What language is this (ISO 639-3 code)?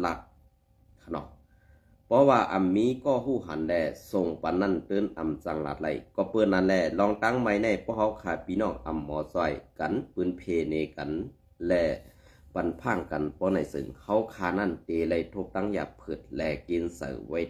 shn